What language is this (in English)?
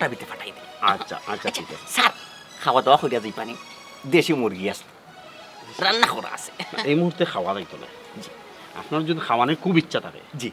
Sylheti